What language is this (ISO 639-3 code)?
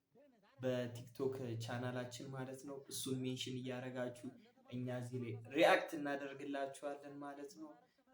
amh